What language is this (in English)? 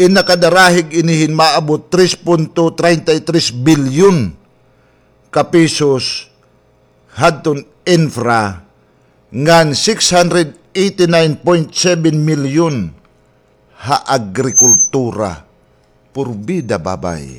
Waray